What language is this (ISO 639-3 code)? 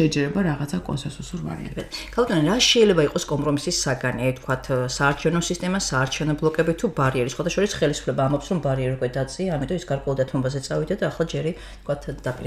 kat